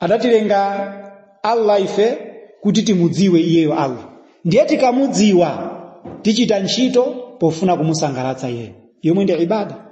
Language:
Nyanja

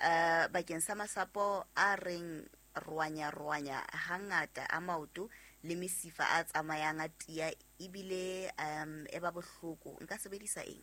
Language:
Southern Sotho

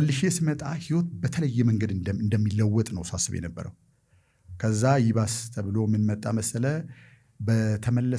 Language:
Amharic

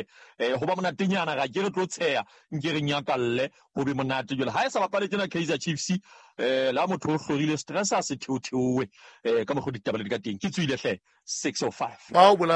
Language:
Southern Sotho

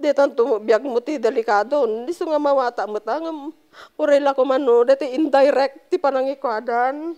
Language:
Iloko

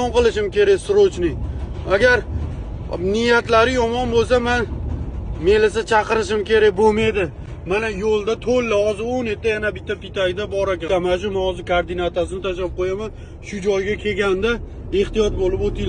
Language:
Uzbek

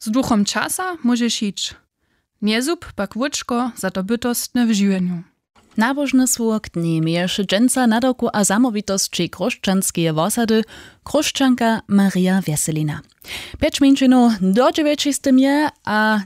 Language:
Upper Sorbian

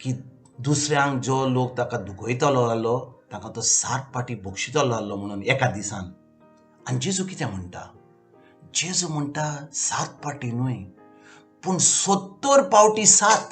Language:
Konkani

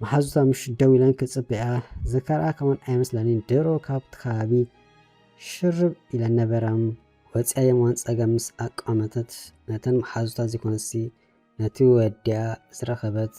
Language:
Tigrinya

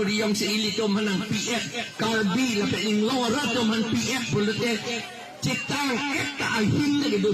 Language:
Karbi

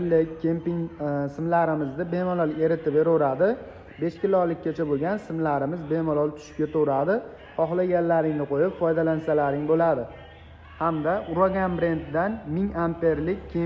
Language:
Uzbek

